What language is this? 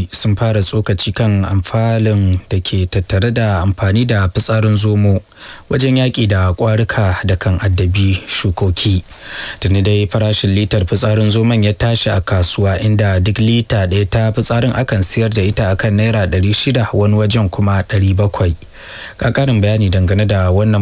Hausa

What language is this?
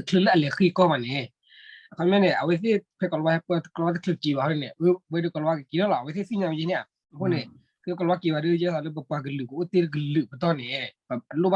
S'gaw Karen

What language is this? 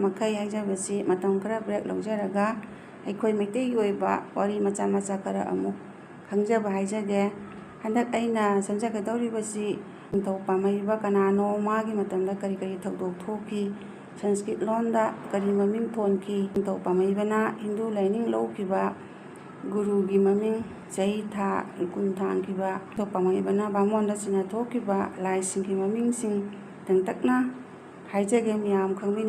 Manipuri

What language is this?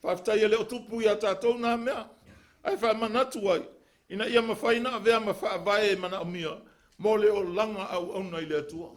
Samoan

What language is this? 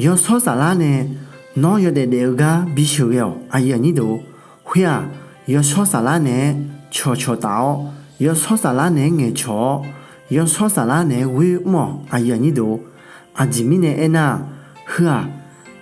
Akha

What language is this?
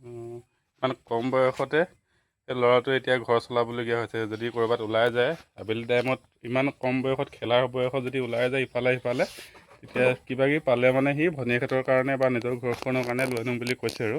Assamese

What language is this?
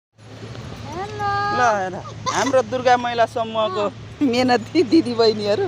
Nepali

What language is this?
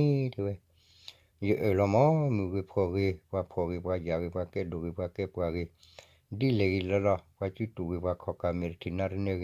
S'gaw Karen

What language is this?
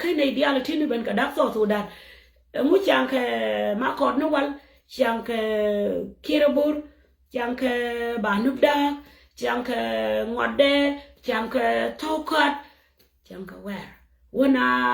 Nuer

